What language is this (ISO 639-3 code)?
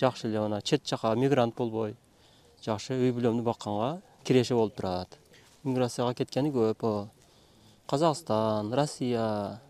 kir